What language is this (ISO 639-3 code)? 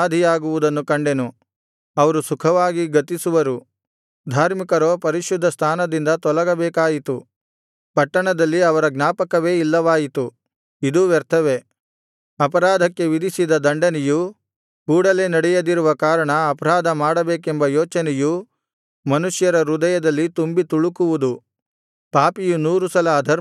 kan